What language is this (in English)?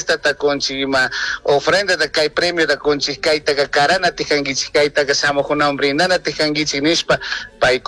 Chimborazo Highland Quichua